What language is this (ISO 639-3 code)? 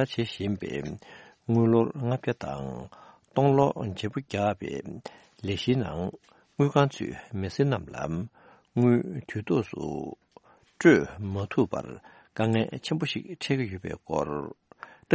bod